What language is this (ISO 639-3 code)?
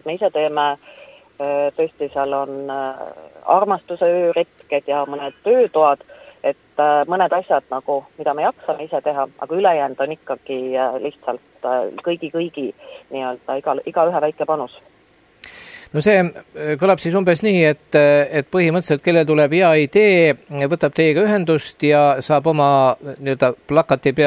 est